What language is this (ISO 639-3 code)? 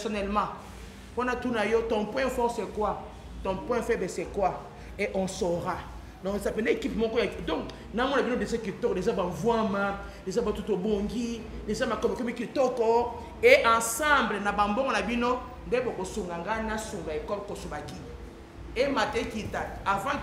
lin